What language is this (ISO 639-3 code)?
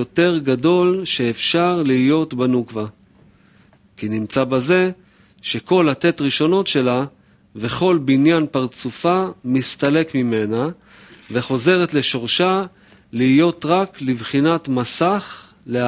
heb